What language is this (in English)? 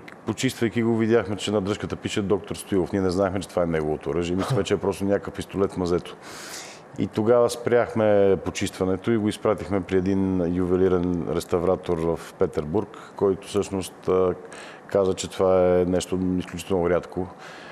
Bulgarian